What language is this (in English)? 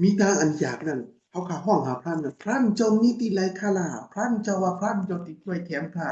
Shan